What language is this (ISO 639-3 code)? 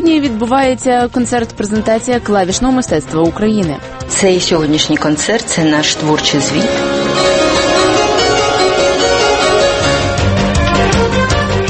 ukr